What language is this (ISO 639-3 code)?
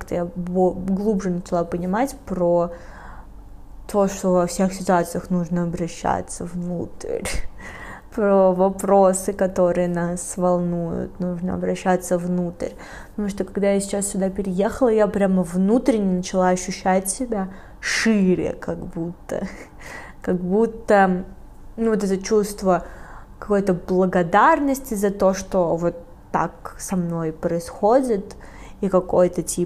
rus